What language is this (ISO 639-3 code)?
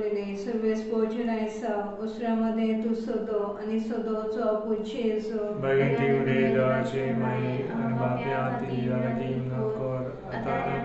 kok